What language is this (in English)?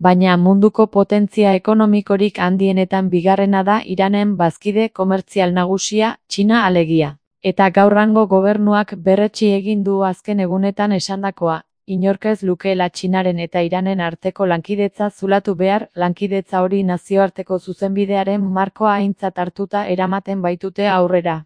Basque